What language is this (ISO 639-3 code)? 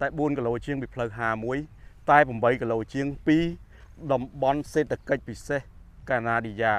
khm